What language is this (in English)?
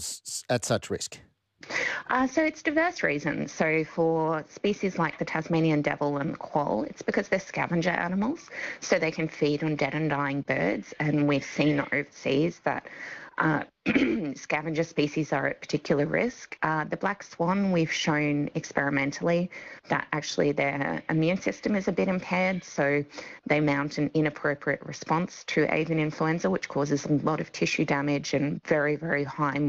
English